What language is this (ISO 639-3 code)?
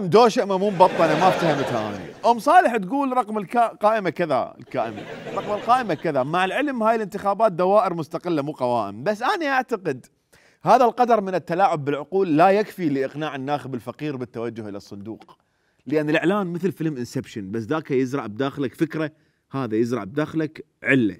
acm